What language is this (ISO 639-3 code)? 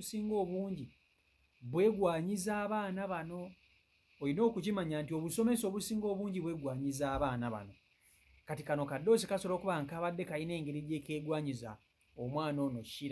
lug